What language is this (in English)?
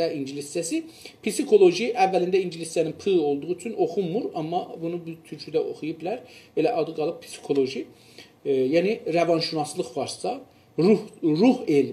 South Azerbaijani